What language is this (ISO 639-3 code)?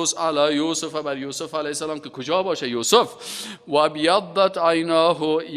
fas